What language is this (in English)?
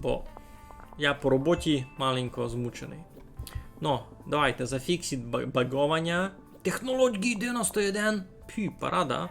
Rusyn